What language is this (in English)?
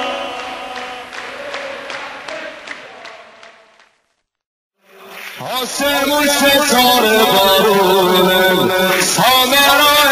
Persian